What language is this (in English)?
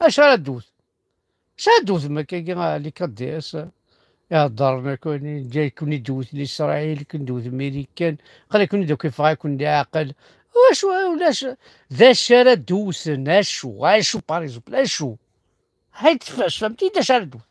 Kabyle